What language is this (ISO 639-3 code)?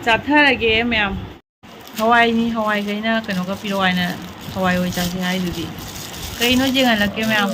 mni